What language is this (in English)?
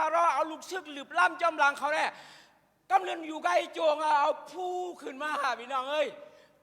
Shan